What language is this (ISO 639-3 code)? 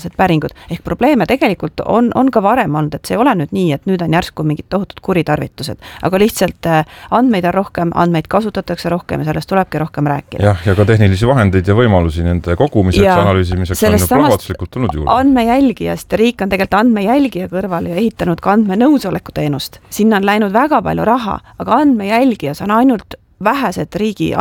est